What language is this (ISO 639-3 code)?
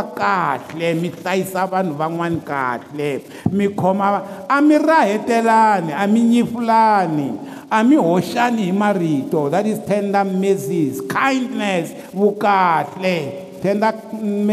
tso